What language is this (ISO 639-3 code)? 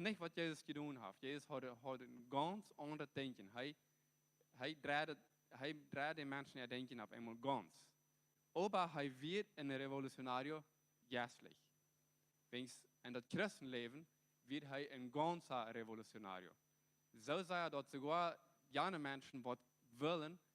pdt